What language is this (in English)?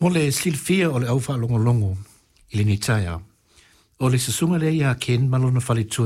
Samoan